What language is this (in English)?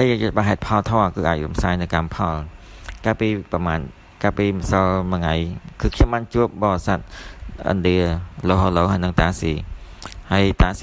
Khmer